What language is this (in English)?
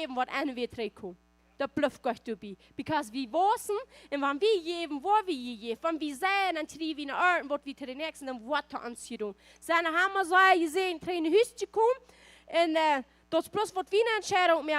Plautdietsch